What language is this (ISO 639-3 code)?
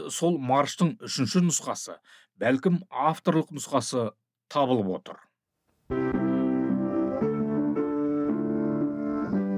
kaz